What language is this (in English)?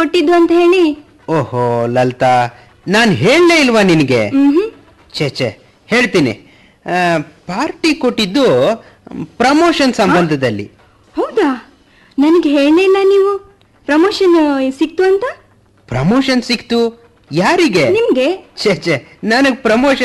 Kannada